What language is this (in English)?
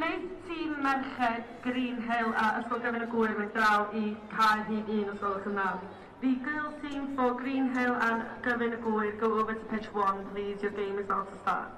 Welsh